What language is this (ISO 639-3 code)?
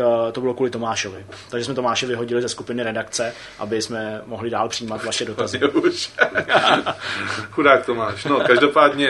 ces